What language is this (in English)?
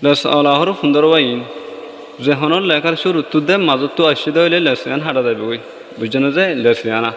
Rohingya